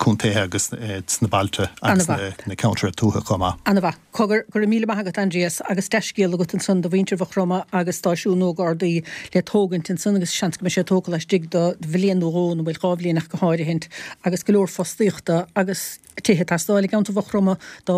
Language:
Irish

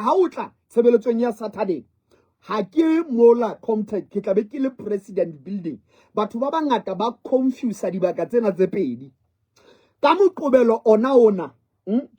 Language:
Southern Sotho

